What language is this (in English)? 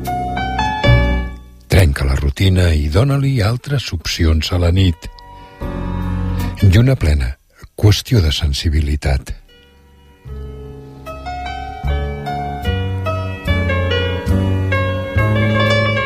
Catalan